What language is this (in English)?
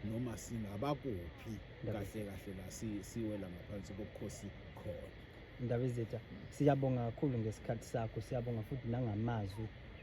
Zulu